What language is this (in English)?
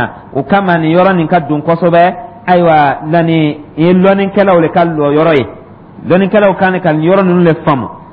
Dyula